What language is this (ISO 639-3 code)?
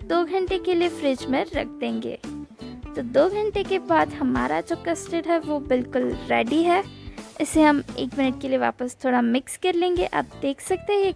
hin